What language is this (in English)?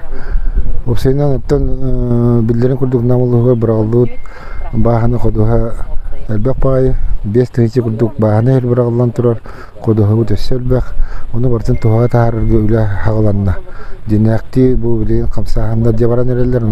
Yakut